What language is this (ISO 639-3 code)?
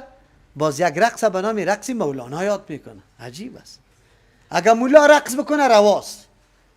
fas